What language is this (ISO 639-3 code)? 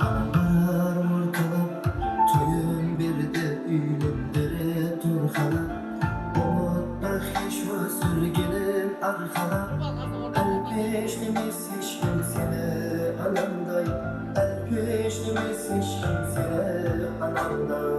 kaa